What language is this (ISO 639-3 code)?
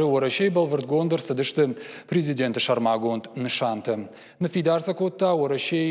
oss